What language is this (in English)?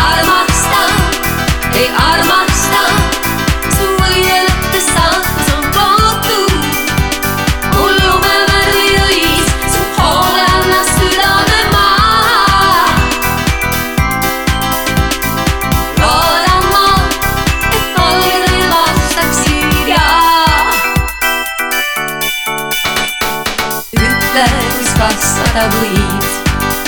Estonian